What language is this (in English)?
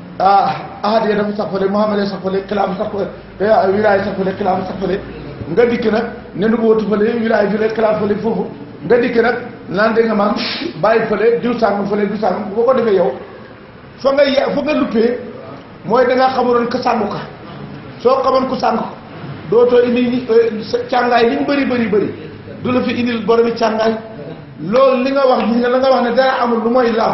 Wolof